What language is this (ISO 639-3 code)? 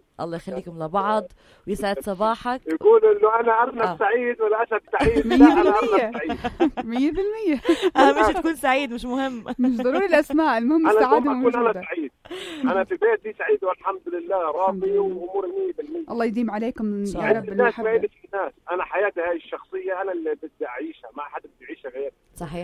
apc